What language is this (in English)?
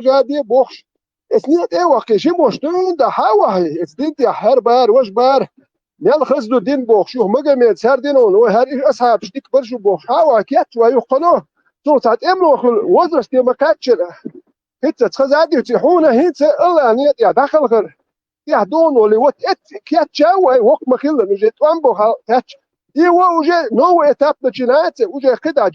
Chechen